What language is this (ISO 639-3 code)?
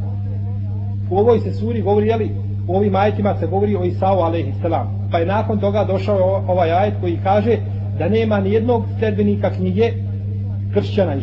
bos